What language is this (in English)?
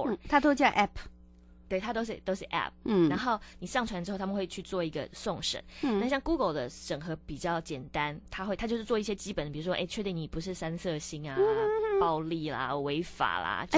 Chinese